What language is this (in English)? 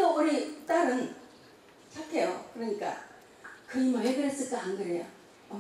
Korean